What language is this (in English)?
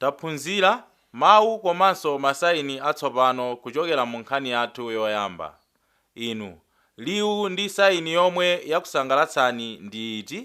Nyanja